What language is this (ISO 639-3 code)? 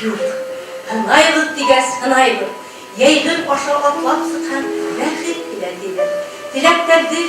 bak